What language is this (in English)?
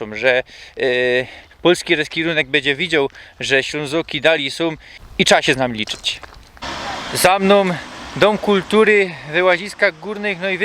Silesian